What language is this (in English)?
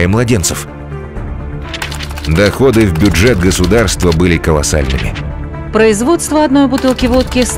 Russian